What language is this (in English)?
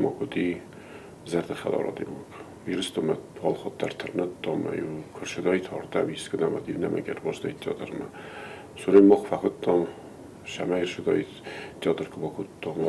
Ossetic